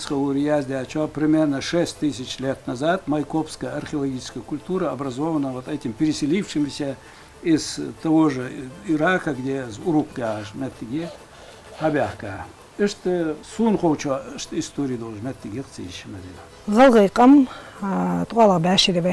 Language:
Ingush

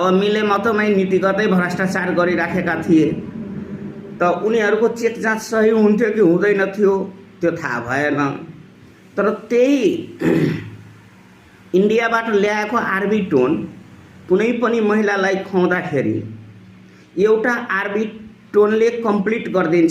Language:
Nepali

